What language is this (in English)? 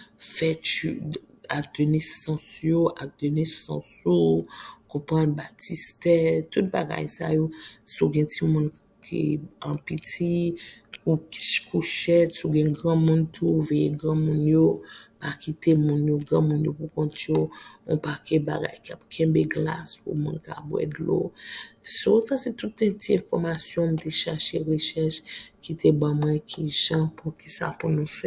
Haitian Creole